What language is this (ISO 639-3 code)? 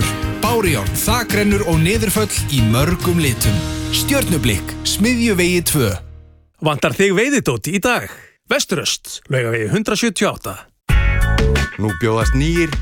isl